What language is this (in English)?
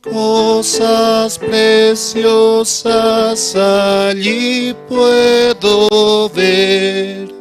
Aymara